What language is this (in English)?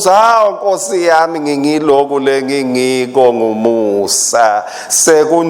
Swati